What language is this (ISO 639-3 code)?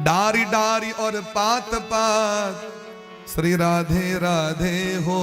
mai